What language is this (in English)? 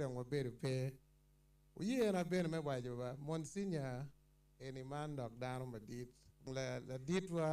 Acoli